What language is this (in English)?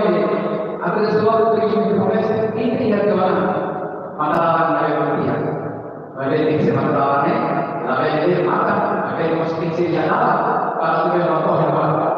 Tetum